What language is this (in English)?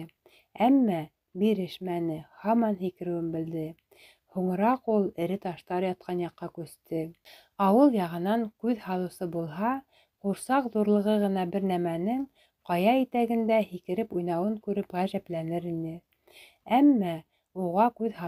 Bashkir